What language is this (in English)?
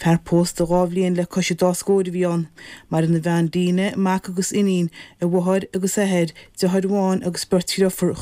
Irish